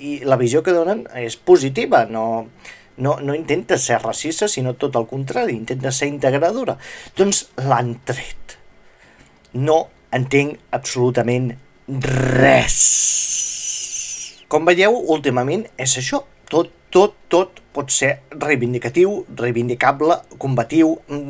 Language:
Catalan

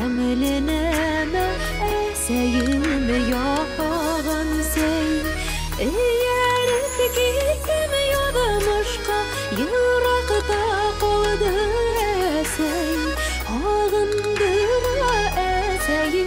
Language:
Bashkir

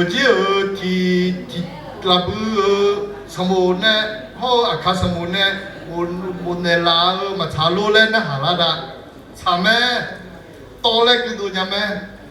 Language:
Akha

